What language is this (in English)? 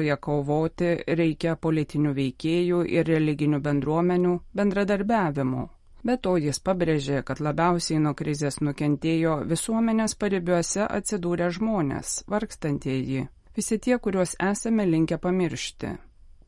Lithuanian